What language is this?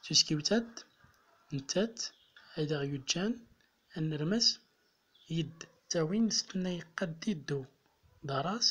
Central Atlas Tamazight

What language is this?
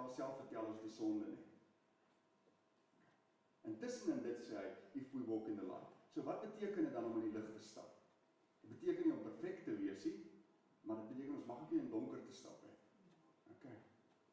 Afrikaans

